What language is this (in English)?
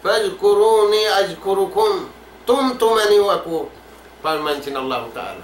Tausug